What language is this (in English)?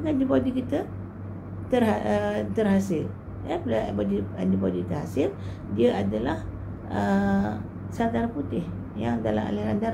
Malay